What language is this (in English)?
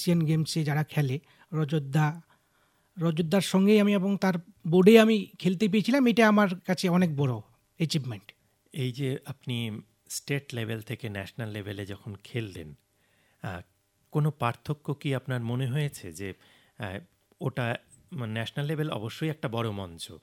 Bangla